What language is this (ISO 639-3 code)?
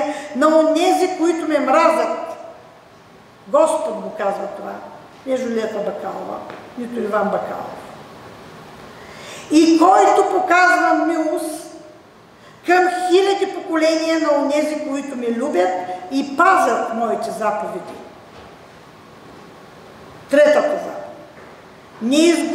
bul